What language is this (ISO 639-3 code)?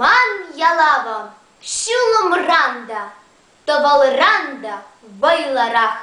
chv